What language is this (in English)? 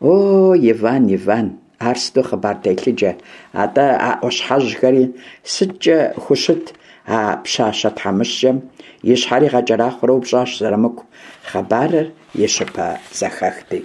Kabardian